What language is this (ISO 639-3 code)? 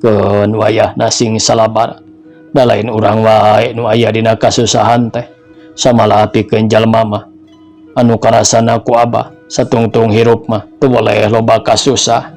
sun